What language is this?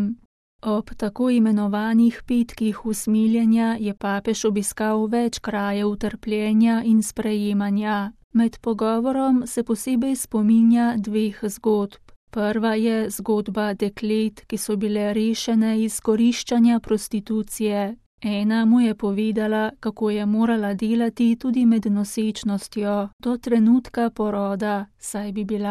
Slovenian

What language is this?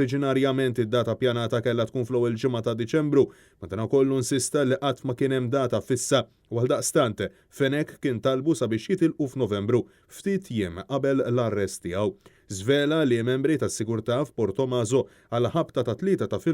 Maltese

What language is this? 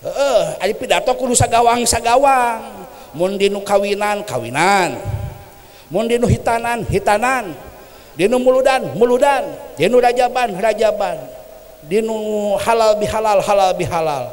Sundanese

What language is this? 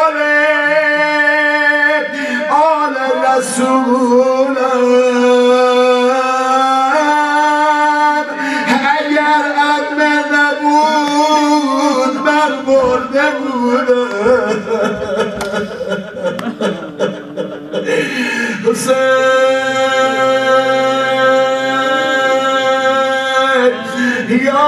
Persian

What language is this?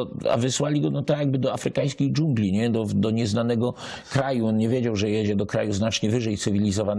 Silesian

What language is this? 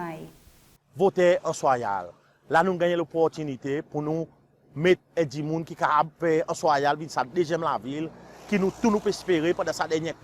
Seselwa Creole French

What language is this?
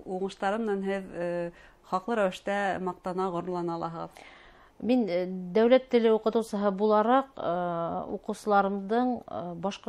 Bashkir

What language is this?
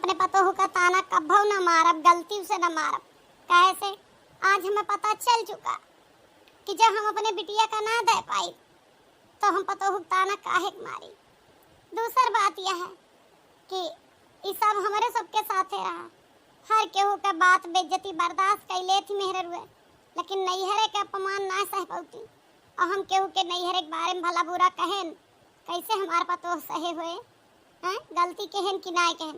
Awadhi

